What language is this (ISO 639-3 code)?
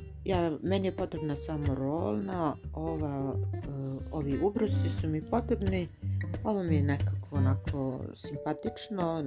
hrv